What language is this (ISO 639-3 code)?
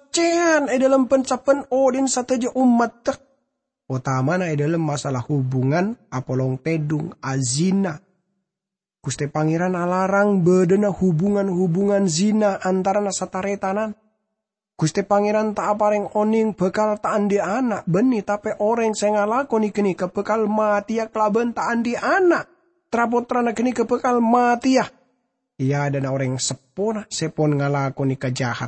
mad